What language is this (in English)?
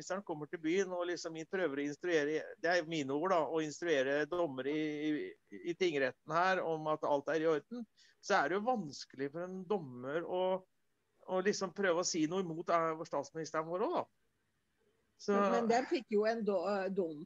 Norwegian